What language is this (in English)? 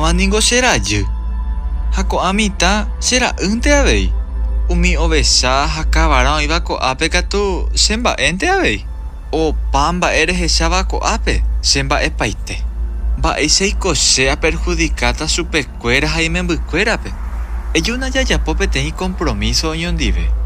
Guarani